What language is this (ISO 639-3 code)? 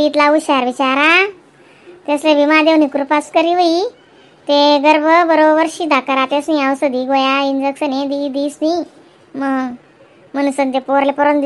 khn